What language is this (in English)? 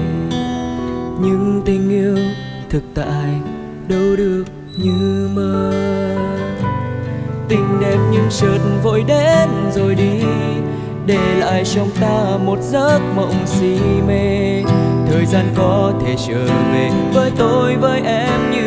Vietnamese